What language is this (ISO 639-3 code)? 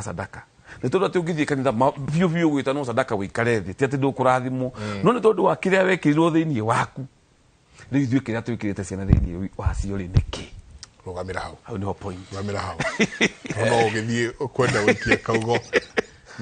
kik